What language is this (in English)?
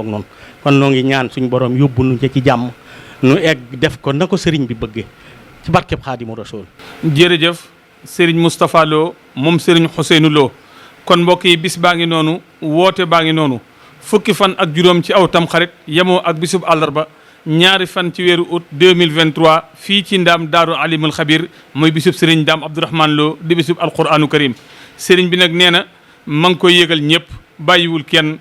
Wolof